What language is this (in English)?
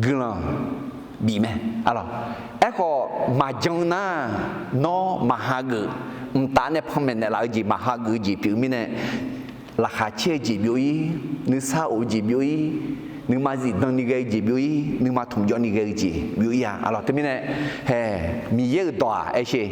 Akha